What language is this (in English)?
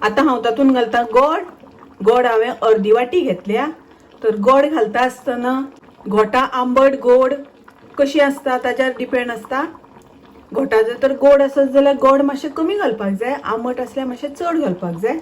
Konkani